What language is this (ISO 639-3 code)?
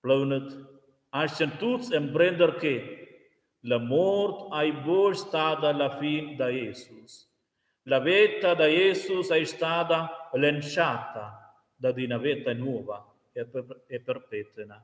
roh